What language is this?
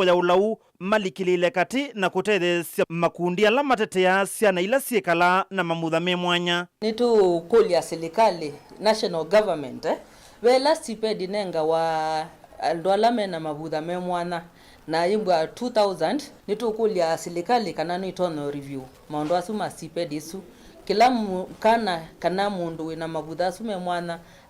Kamba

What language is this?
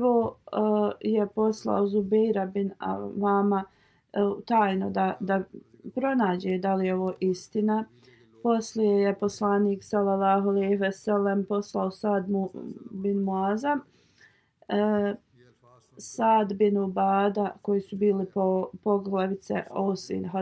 Bosnian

